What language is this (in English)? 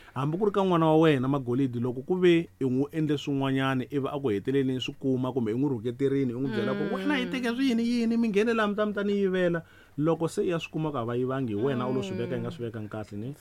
Tsonga